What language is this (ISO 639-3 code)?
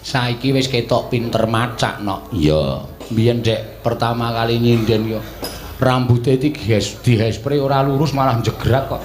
jav